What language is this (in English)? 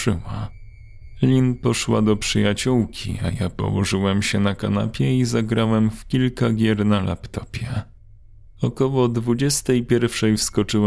Polish